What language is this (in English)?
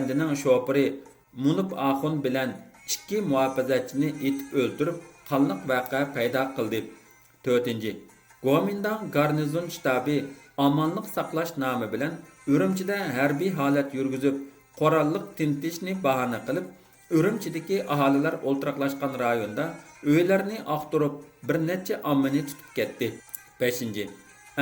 Uyghur